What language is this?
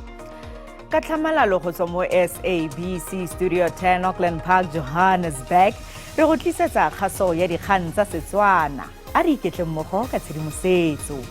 Tswana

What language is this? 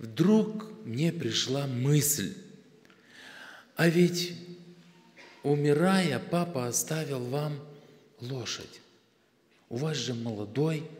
Russian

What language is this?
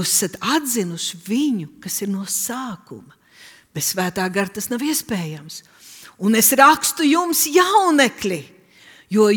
Latvian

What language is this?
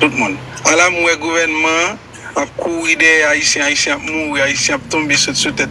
Haitian Creole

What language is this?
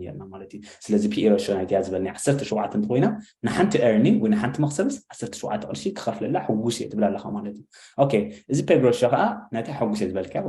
Tigrinya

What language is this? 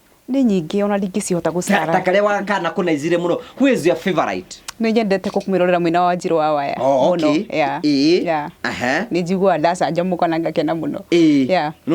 Kikuyu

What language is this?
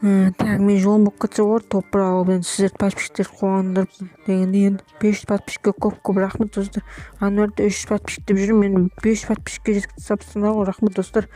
Kazakh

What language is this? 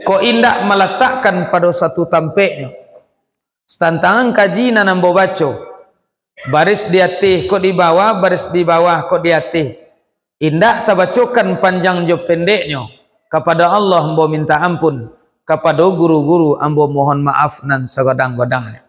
Minangkabau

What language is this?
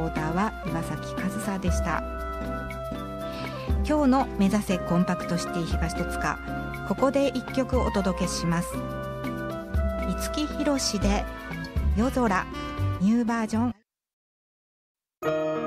Japanese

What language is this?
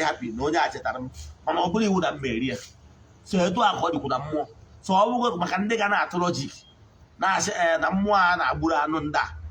Igbo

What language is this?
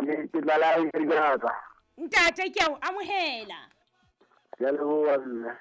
Southern Sotho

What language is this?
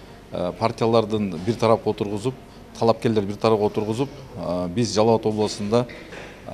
Kyrgyz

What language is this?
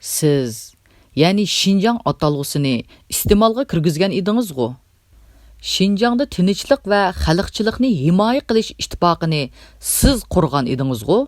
Uyghur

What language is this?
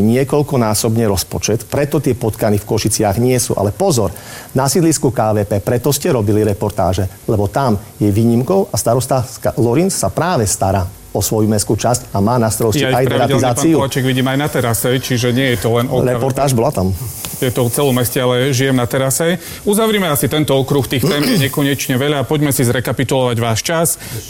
Slovak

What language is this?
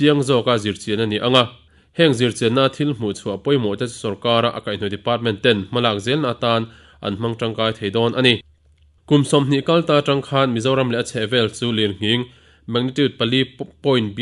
Mizo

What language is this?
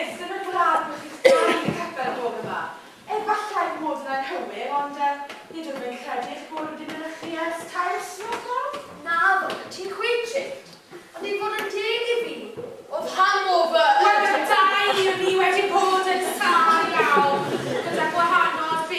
Welsh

